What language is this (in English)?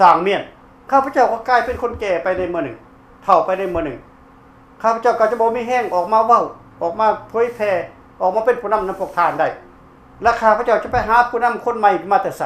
Lao